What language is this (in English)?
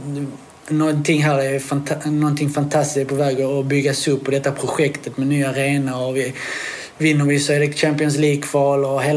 Swedish